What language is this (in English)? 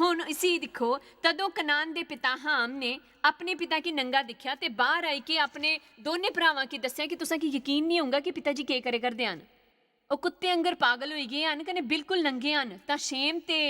Dogri